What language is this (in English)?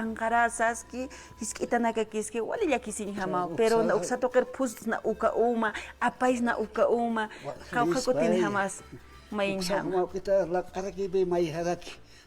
Aymara